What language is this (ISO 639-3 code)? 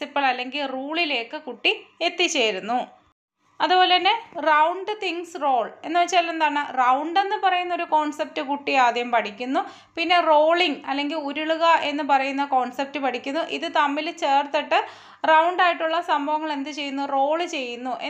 mal